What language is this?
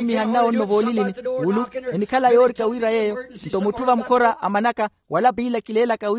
Makhuwa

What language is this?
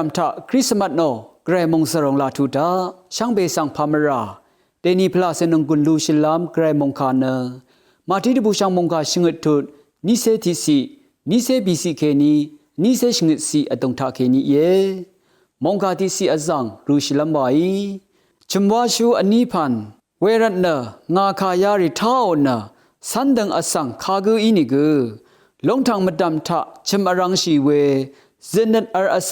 Rawang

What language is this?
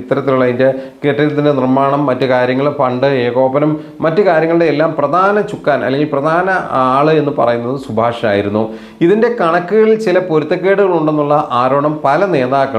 Malayalam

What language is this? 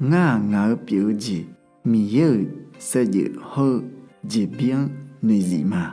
Akha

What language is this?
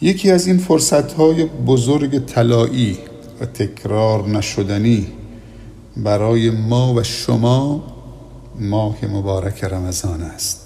Persian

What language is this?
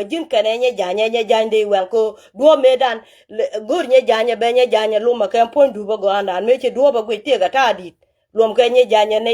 Nuer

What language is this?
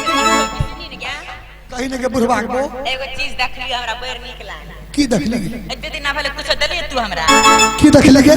Maithili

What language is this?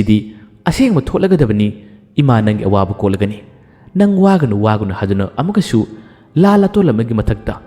Manipuri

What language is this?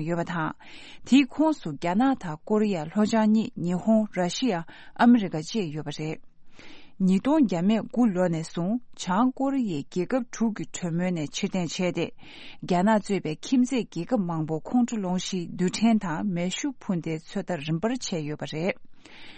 Tibetan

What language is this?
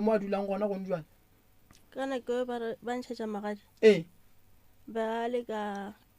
Northern Sotho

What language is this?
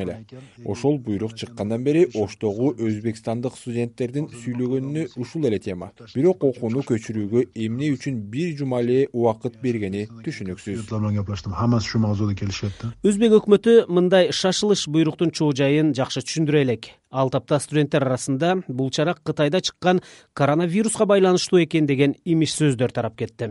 Kyrgyz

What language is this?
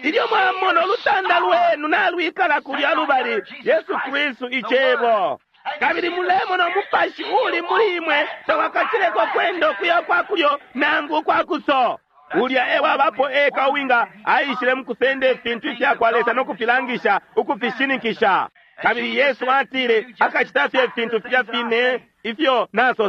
Bemba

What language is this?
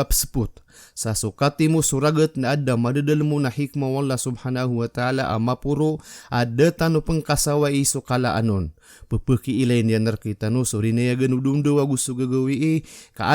Maranao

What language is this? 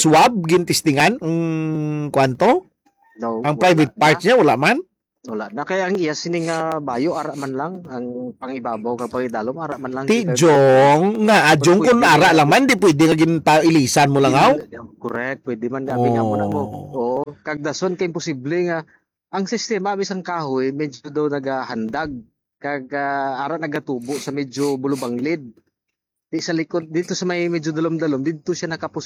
Hiligaynon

